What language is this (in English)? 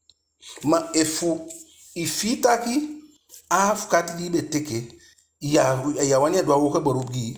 Eastern Maroon Creole